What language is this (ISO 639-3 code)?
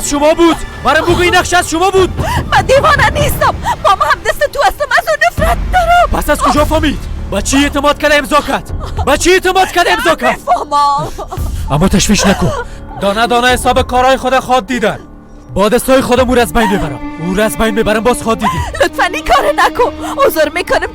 fas